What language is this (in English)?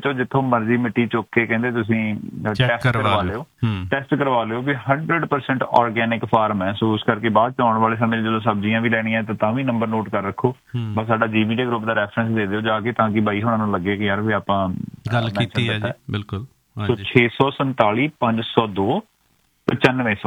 Punjabi